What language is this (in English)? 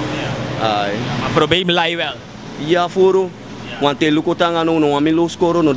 Sranan Tongo